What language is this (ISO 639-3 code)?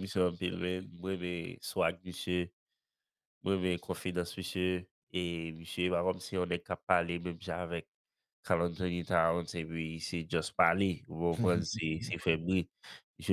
hat